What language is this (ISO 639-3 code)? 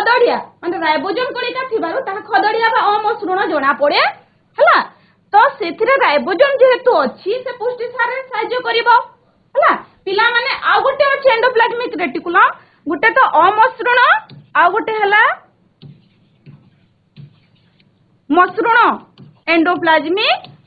ori